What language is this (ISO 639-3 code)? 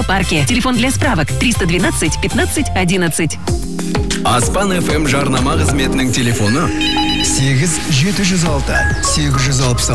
kaz